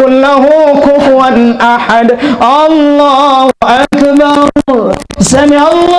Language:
Sasak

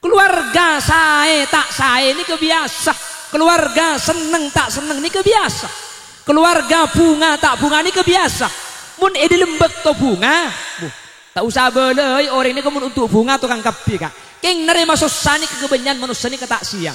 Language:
Madurese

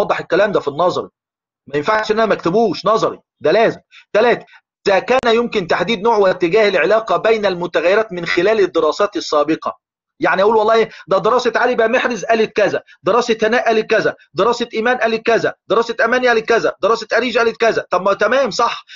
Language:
Egyptian Arabic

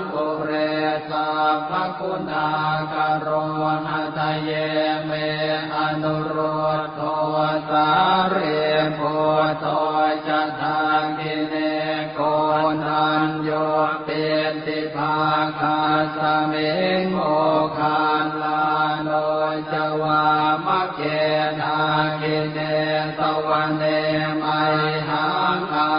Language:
Pali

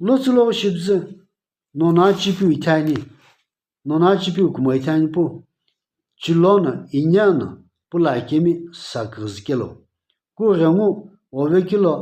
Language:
Sumi Naga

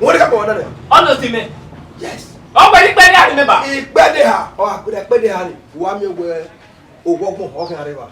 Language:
Bini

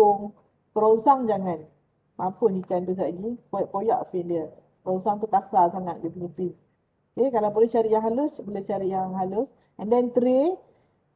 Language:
Malay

